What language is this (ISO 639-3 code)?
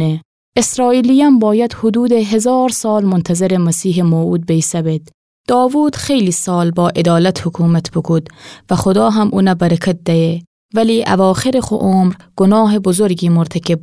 glk